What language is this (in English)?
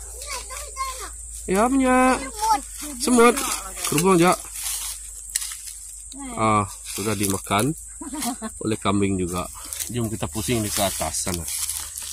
Malay